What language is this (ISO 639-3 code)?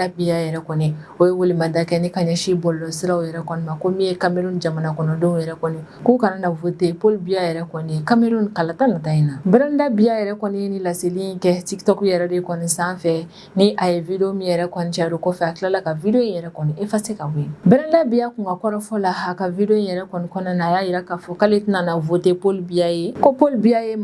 bam